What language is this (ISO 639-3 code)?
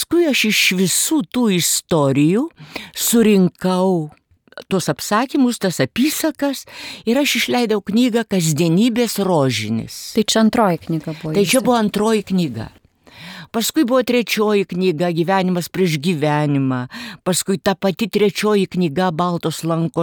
lit